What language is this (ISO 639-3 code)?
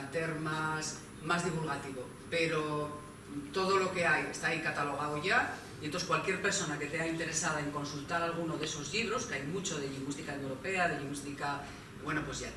ast